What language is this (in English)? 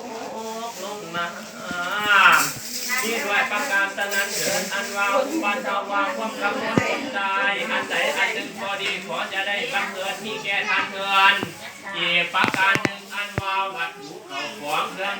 Lao